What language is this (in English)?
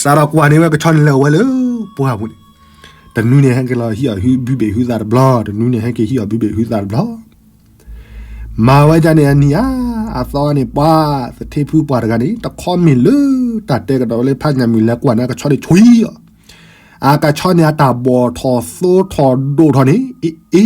S'gaw Karen